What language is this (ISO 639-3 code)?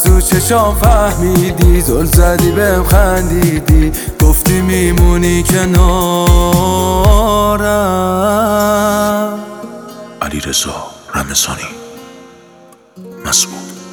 fas